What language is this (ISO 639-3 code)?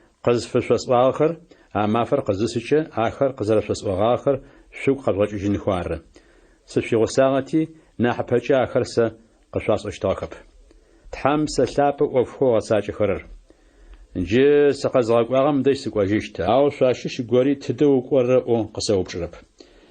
ady